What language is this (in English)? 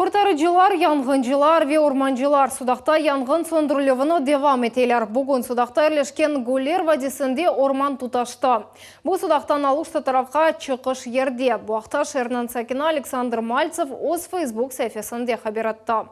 Crimean Tatar